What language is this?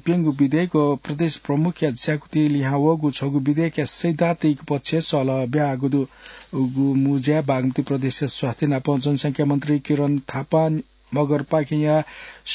Newari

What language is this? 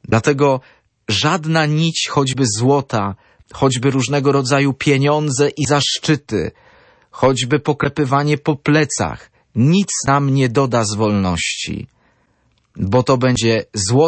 Polish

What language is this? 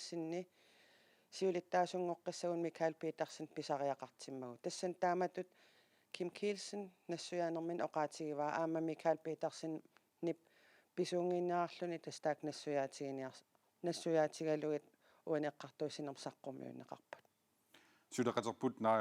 Kalaallisut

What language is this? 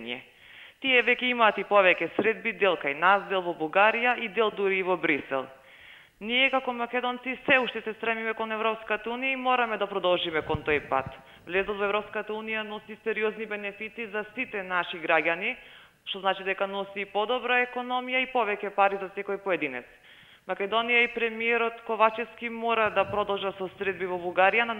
Macedonian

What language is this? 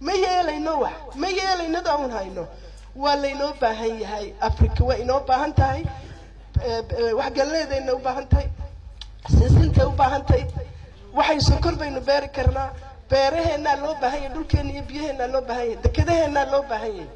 Somali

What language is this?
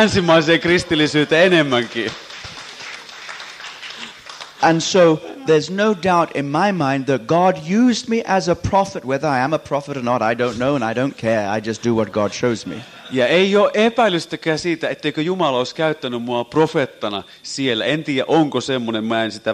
Finnish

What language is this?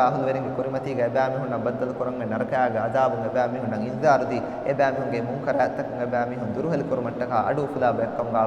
Divehi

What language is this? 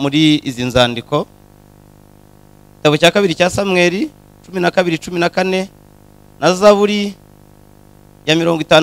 Kinyarwanda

